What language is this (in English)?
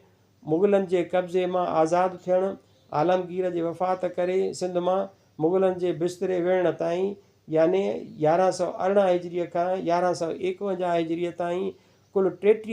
Sindhi